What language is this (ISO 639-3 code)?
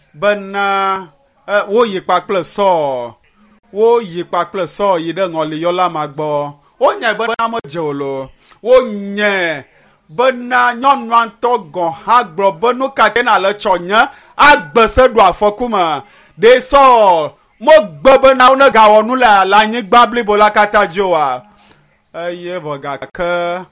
ewe